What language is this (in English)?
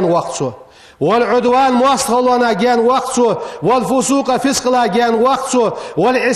Ingush